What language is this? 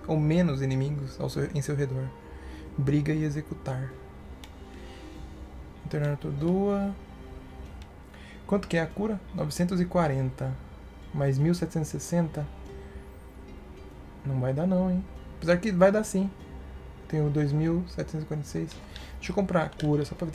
Portuguese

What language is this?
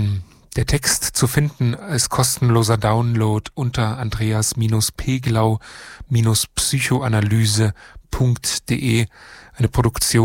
German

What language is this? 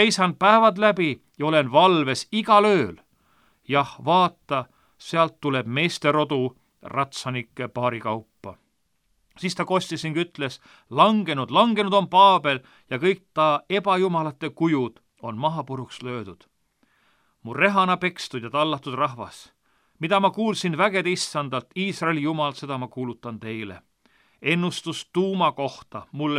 Estonian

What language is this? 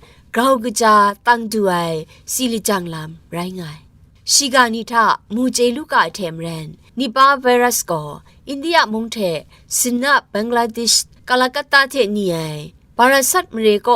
Kachin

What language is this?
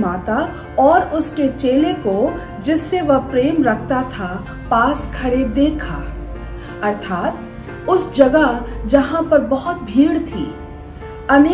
Hindi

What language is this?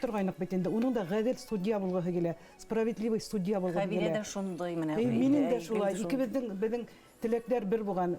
Bashkir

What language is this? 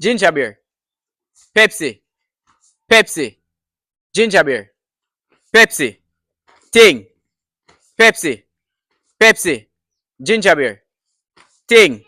Jamaican Creole English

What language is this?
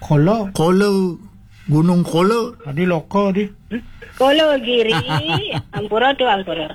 Balinese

